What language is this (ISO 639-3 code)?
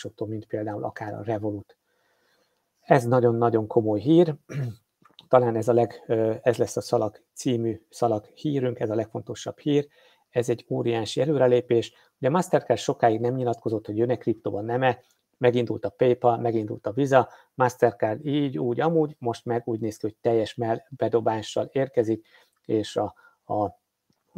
hun